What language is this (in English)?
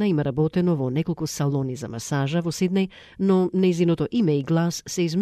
Macedonian